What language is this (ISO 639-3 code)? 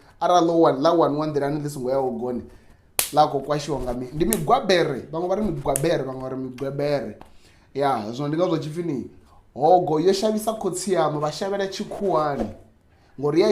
ven